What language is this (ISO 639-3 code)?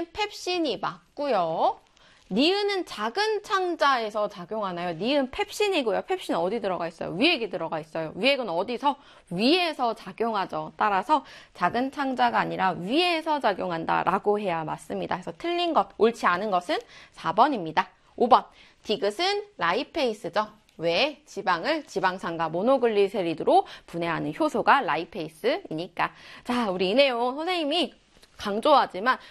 kor